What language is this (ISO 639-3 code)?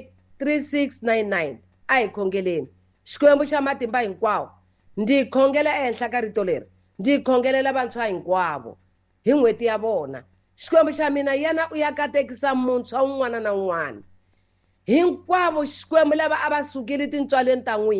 tso